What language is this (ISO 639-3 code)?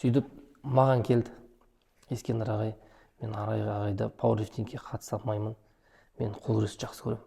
kaz